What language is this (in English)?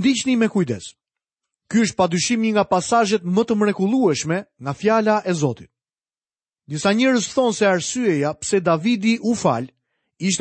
Albanian